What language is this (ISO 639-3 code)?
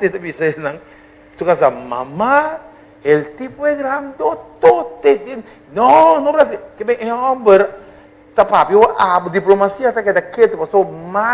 pap